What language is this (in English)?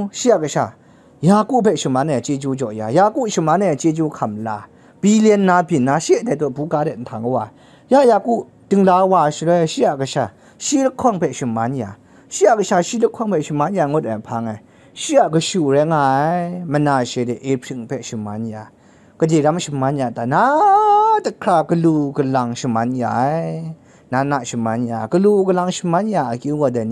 Kachin